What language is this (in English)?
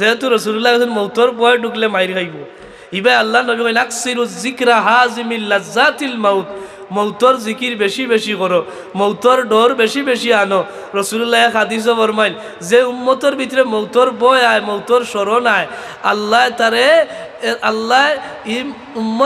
Sylheti